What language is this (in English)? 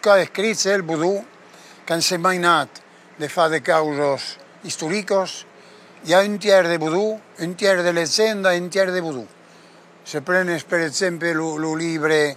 Occitan